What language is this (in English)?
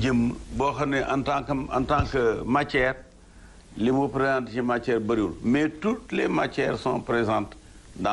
Wolof